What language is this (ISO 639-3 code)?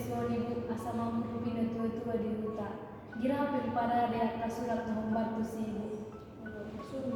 bbc